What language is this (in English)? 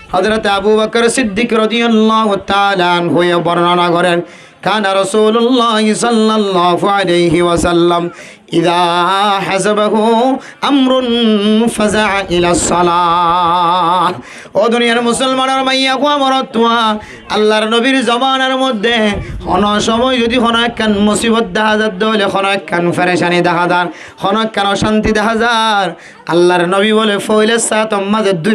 Rohingya